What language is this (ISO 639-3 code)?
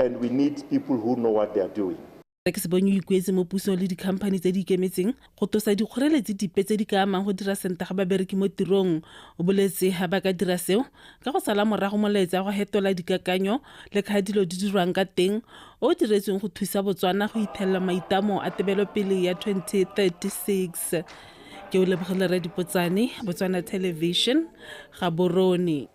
tsn